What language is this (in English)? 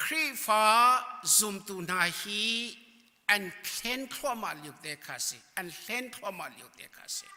Hakha Chin